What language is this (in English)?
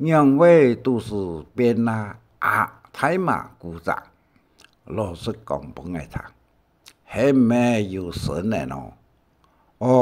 Hakka Chinese